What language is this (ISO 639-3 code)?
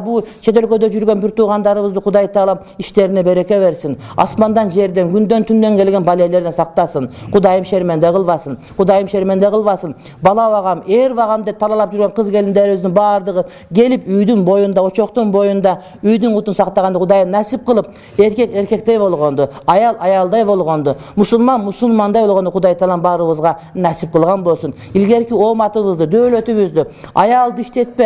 kir